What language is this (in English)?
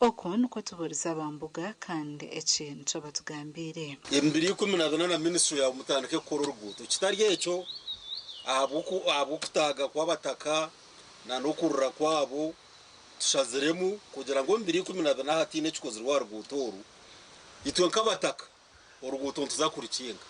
Nyankole